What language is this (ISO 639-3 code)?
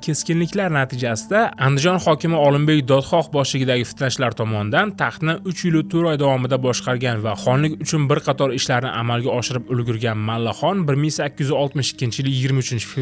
uzb